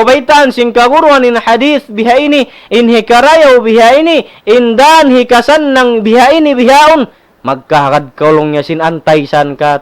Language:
Tausug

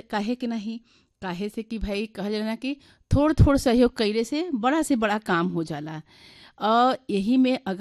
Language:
Bhojpuri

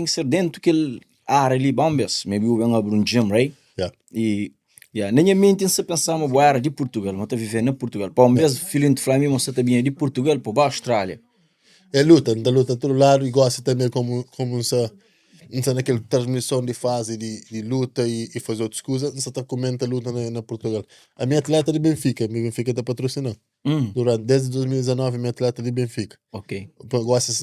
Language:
Kabuverdianu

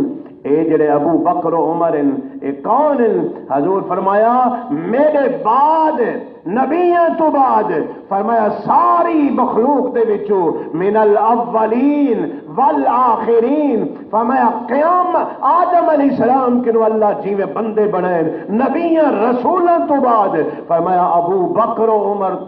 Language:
Saraiki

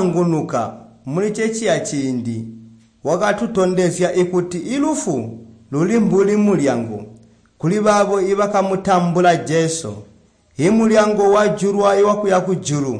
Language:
Tonga (Zambia)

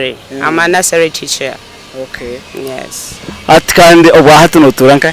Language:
Nyankole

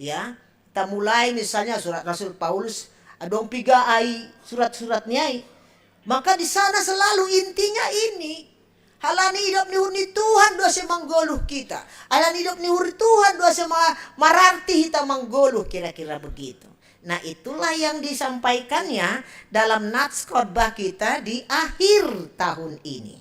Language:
Batak Simalungun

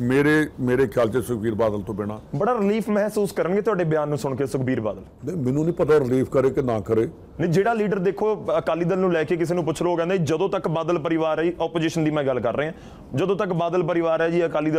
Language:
Punjabi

